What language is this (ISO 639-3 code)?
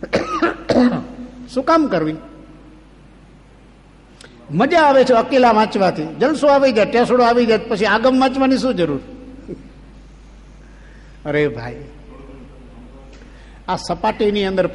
guj